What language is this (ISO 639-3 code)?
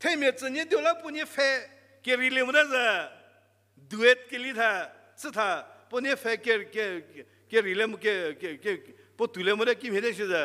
njm